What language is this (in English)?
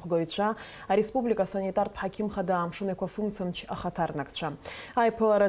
Abkhazian